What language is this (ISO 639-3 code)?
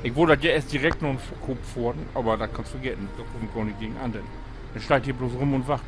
nds